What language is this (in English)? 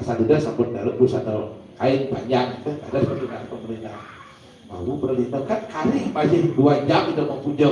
Balinese